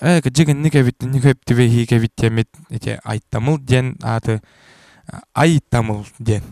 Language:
Yakut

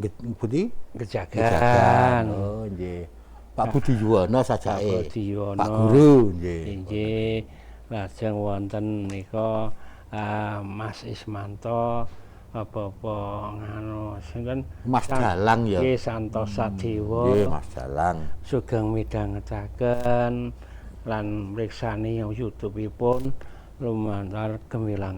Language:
Javanese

